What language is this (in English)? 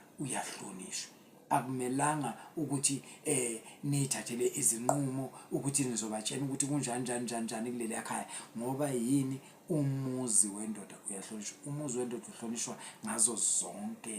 Zulu